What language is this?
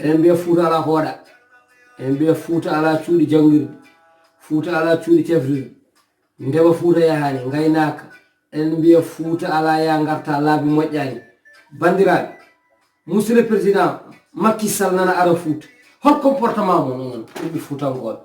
Fula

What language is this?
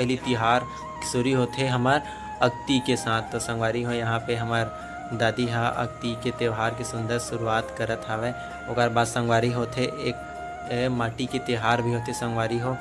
Chhattisgarhi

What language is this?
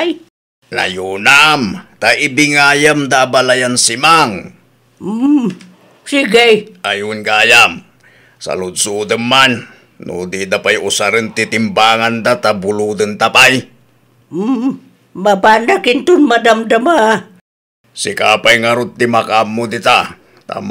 Iloko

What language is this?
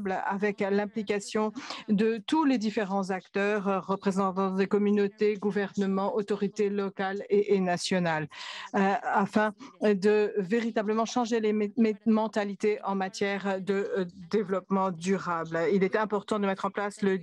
French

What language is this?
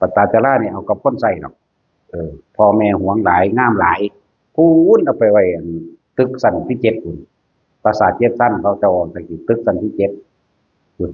Northeastern Thai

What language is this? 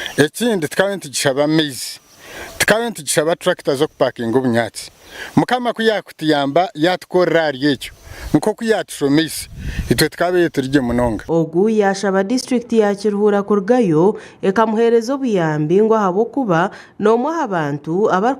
Nyankole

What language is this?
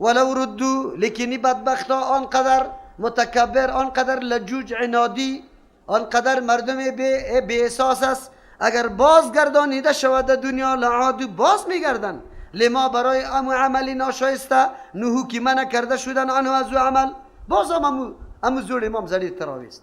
Persian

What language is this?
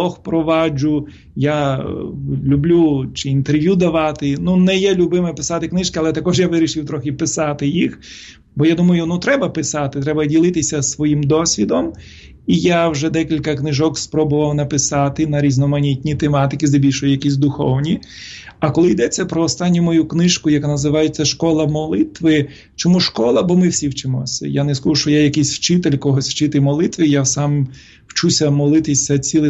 Ukrainian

